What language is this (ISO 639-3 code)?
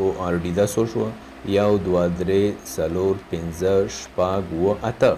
pus